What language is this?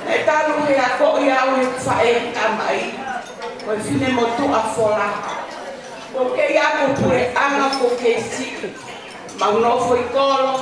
Tongan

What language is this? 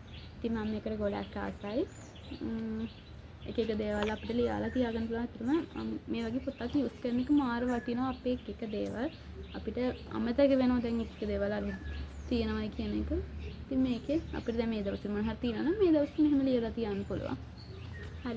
Sinhala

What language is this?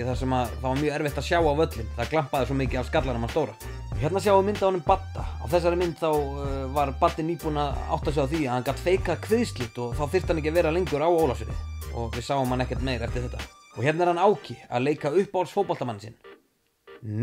Icelandic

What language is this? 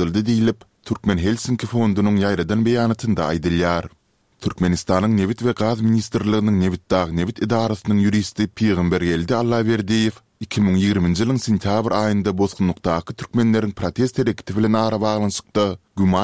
Turkmen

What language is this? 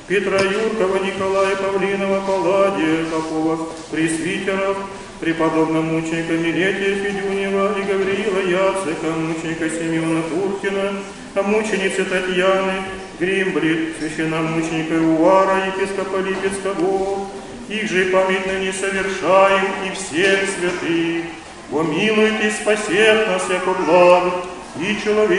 Russian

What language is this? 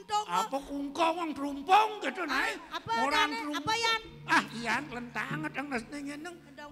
Balinese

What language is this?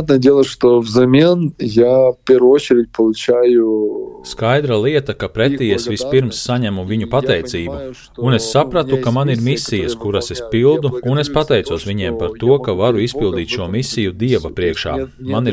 Latvian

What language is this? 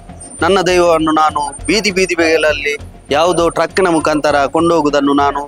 Kannada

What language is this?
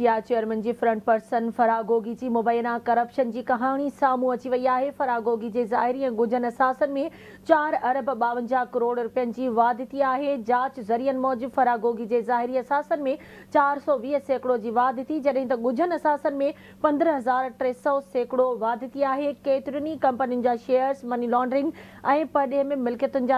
Sindhi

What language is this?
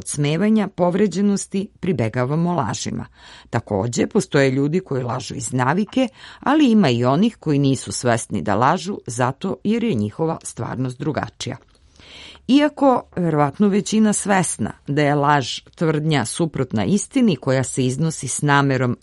Serbian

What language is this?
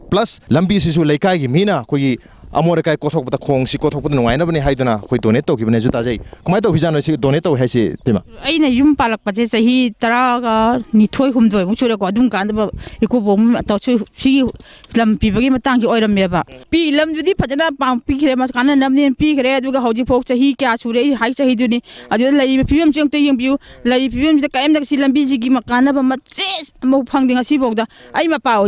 Manipuri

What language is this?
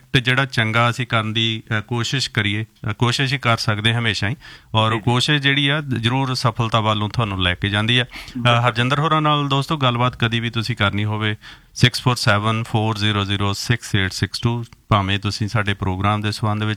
Punjabi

